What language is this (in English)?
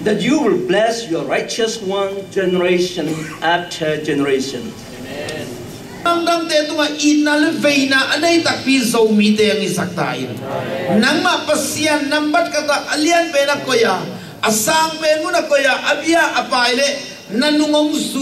Tedim Chin